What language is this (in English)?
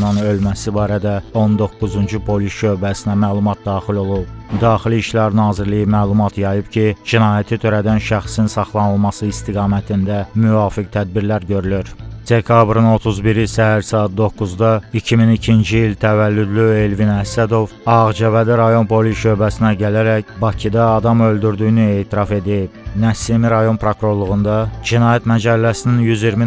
Azerbaijani